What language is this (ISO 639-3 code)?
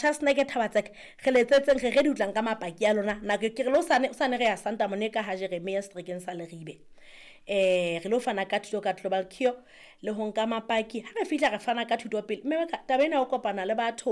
sot